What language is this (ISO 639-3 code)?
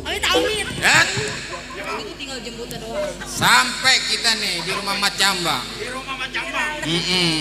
bew